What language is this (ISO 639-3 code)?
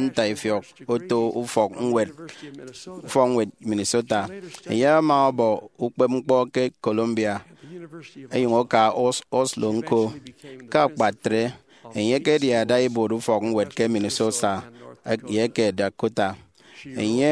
efi